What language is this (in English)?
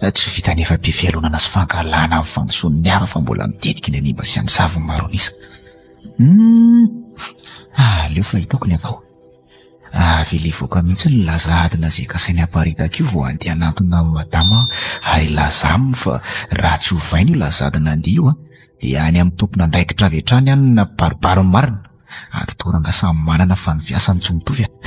Malagasy